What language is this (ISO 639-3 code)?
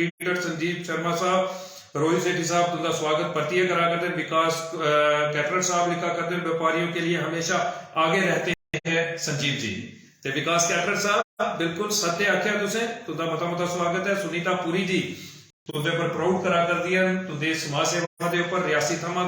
doi